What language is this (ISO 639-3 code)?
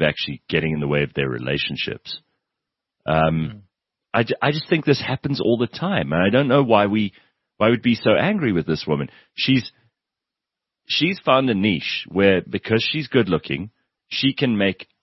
eng